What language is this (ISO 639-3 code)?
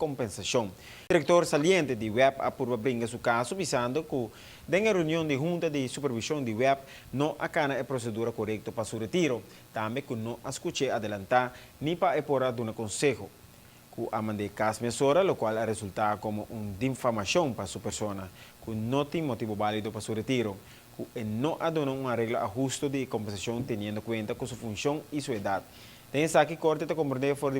pap